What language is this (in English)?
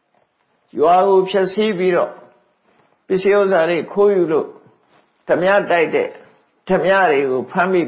Burmese